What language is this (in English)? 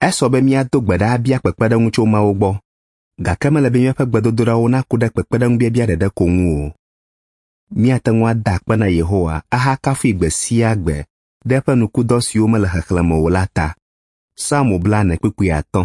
Ewe